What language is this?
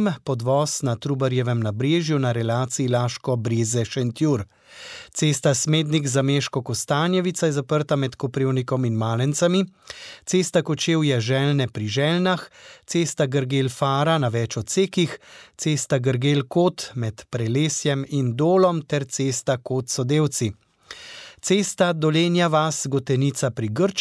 Slovenian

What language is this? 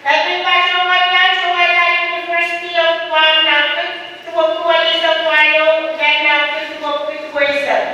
Pohnpeian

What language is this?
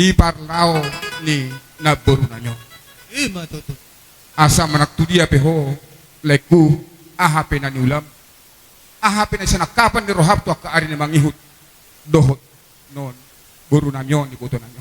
Batak Toba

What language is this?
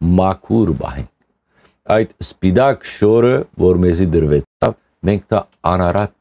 Western Armenian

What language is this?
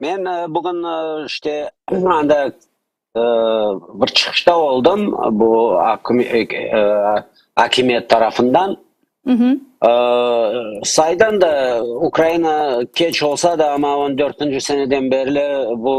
Crimean Tatar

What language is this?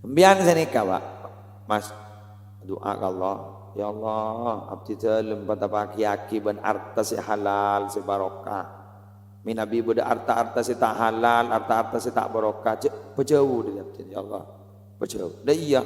Madurese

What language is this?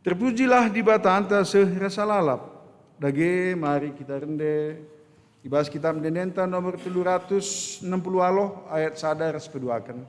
Batak Karo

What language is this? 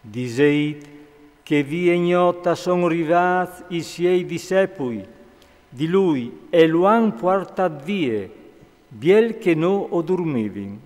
Friulian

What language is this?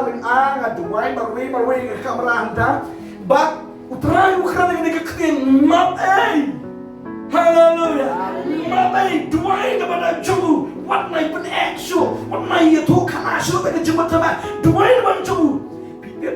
Khasi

